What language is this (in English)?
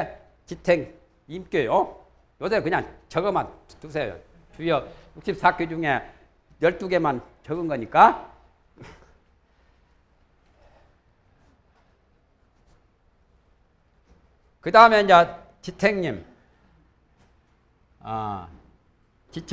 Korean